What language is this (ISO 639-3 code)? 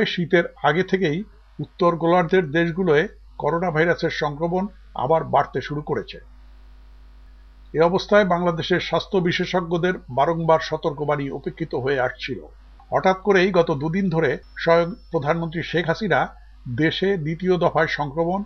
ben